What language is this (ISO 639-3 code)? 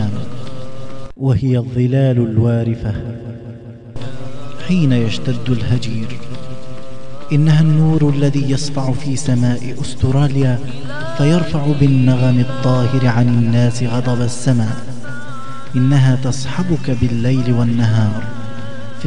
ara